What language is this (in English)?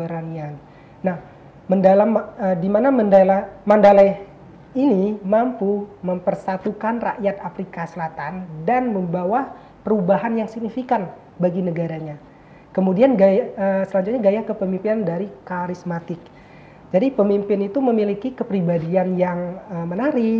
Indonesian